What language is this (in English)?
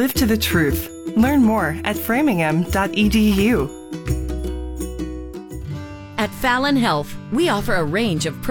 English